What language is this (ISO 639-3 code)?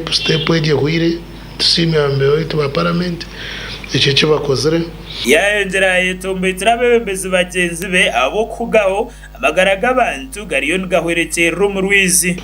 nyn